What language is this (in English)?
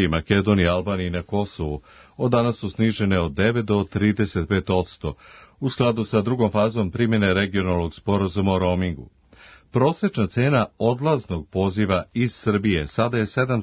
Serbian